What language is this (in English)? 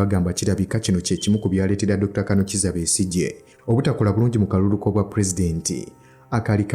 Ganda